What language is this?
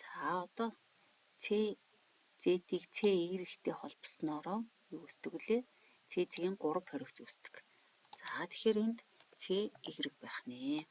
Mongolian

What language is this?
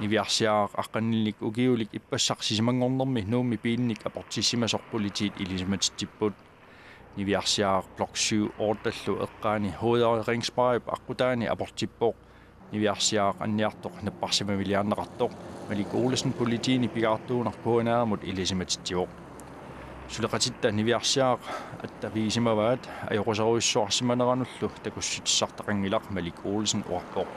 Kalaallisut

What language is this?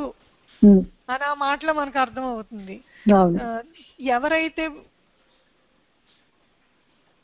Telugu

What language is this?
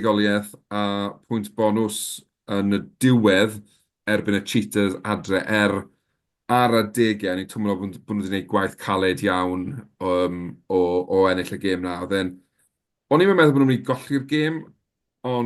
Welsh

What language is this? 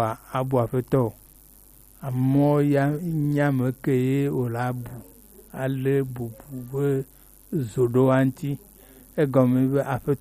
Gen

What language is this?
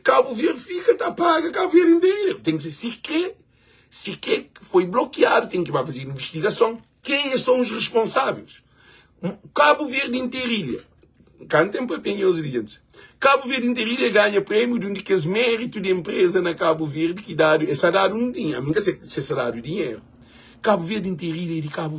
Kabuverdianu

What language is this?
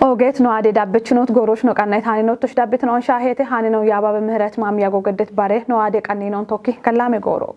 Kafa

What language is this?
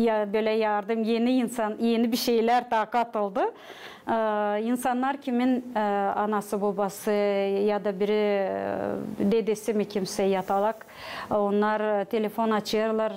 Gagauz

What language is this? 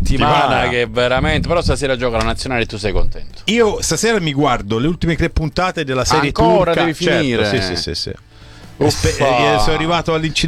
Italian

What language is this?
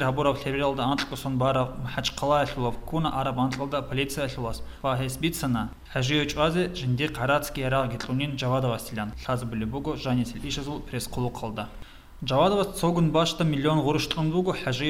Avaric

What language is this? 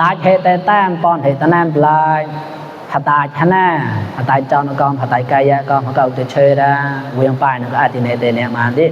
Mon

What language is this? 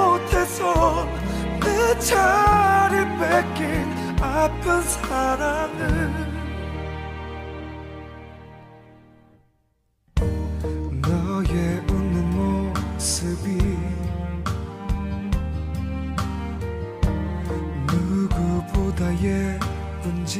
Korean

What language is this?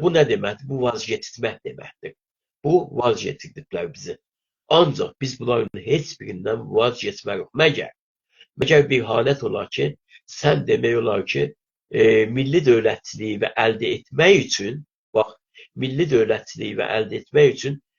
South Azerbaijani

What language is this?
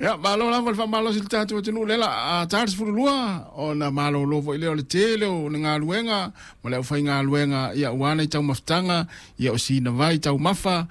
Samoan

